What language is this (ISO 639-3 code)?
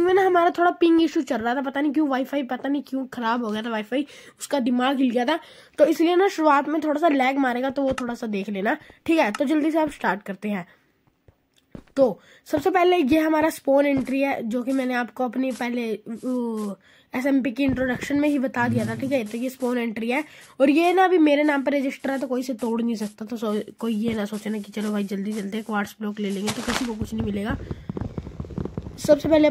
hin